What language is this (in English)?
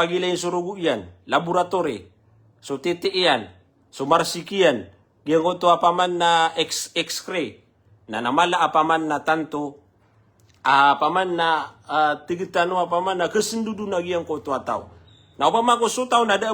Maranao